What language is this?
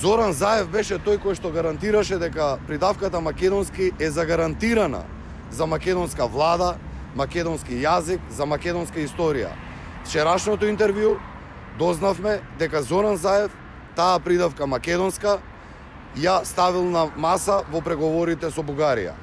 Macedonian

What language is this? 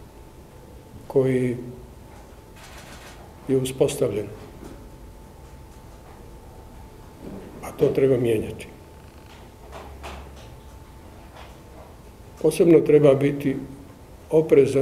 Croatian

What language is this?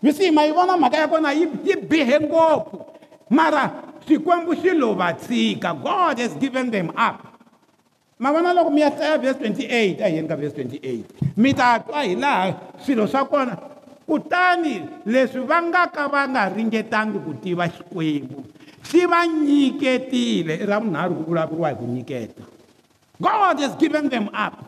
Tsonga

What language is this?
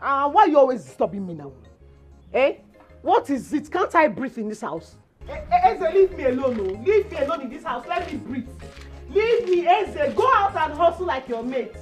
Nigerian Pidgin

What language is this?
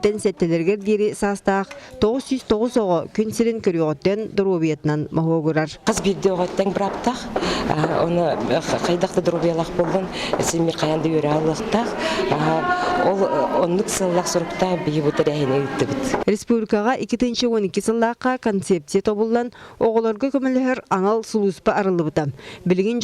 Yakut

